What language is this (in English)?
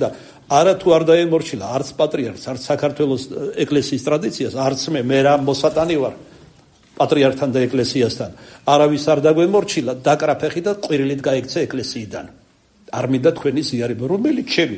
Georgian